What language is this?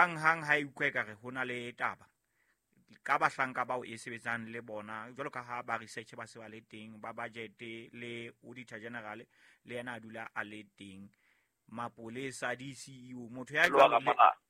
Southern Sotho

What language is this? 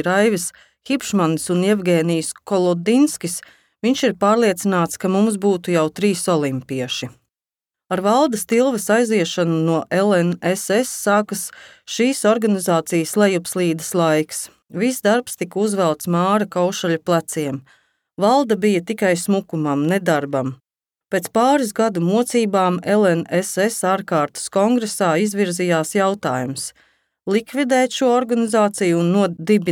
Latvian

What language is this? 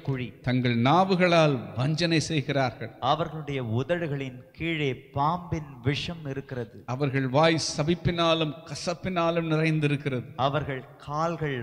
Tamil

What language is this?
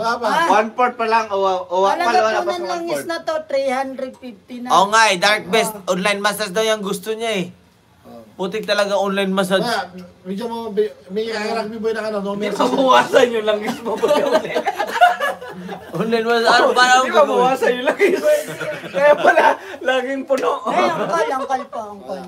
Filipino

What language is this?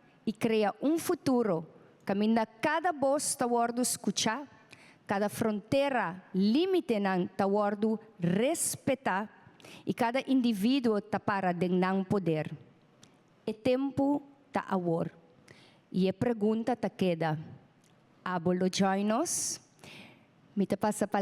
Papiamento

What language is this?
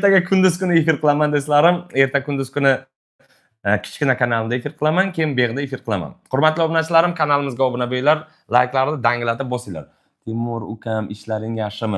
Uzbek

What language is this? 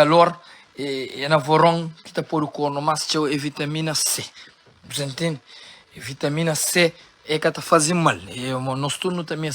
Kabuverdianu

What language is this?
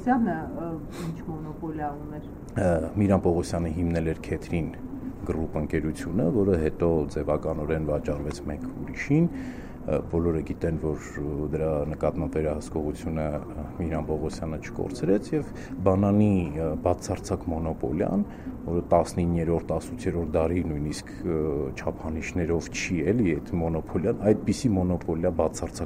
Armenian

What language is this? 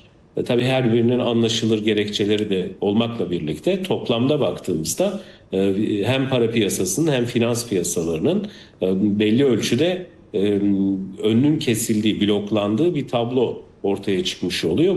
Turkish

